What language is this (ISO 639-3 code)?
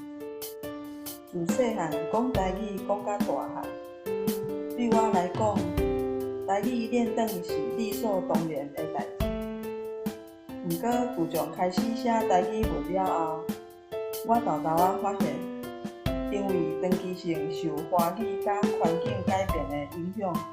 nan